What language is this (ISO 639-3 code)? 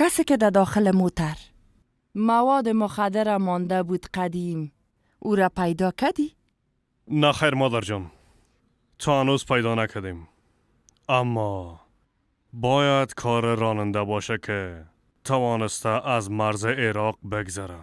fas